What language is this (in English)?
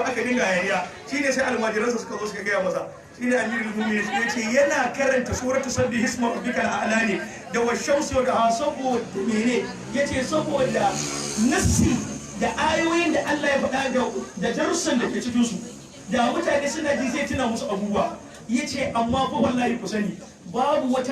Hausa